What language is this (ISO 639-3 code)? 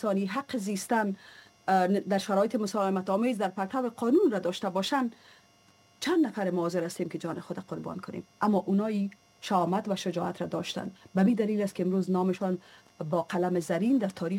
fas